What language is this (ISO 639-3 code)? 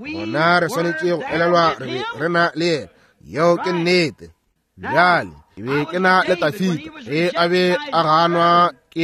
nso